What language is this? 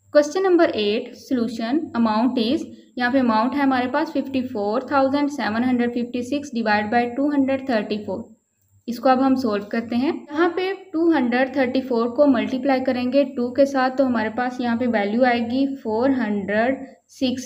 Hindi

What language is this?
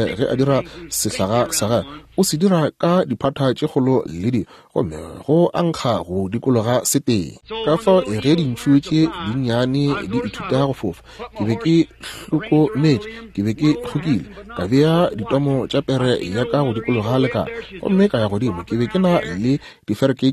Northern Sotho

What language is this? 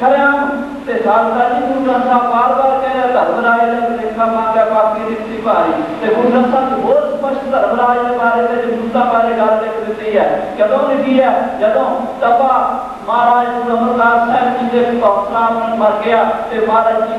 Punjabi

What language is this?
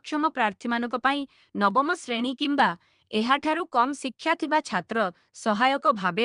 Odia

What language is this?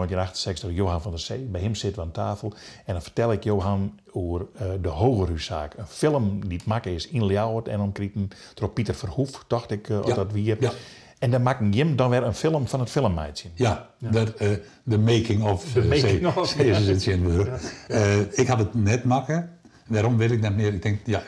Western Frisian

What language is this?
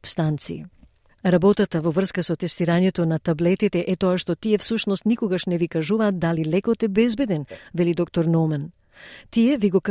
Macedonian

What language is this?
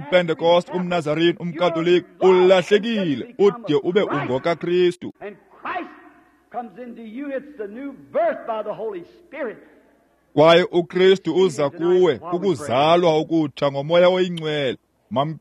Xhosa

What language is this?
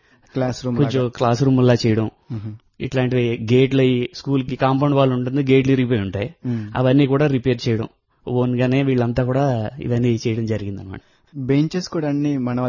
Telugu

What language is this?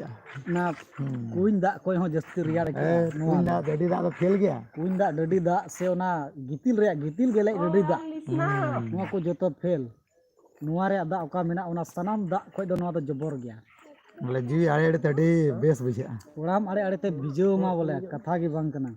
Santali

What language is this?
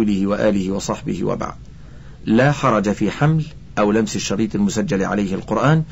Arabic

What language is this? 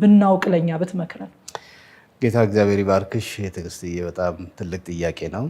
Amharic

